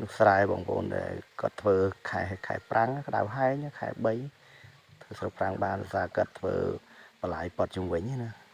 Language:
Khmer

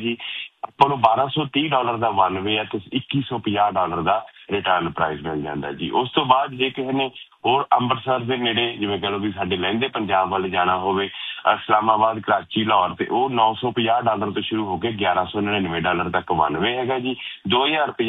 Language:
Punjabi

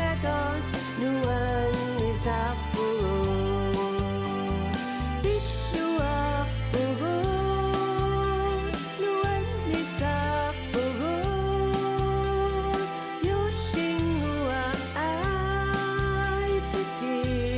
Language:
Kalaallisut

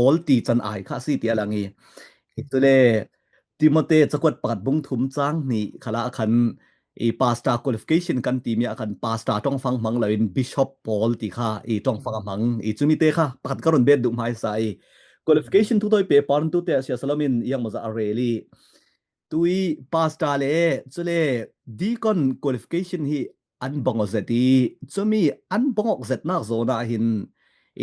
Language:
Falam Chin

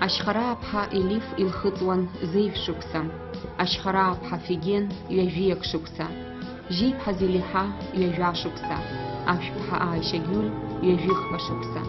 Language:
Abkhazian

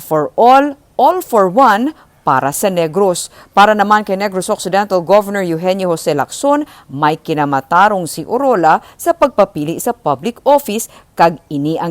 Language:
Hiligaynon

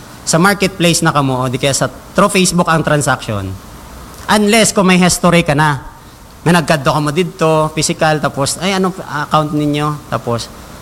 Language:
Hiligaynon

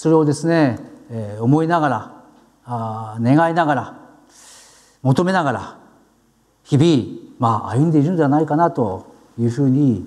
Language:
Japanese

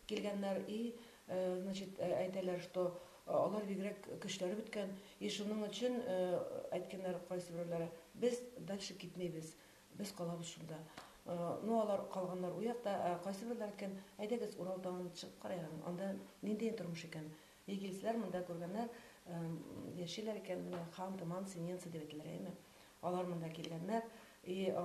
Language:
Tatar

